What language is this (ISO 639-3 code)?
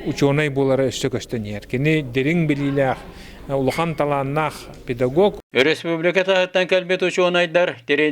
sah